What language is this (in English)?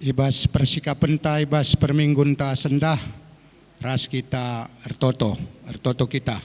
Batak Karo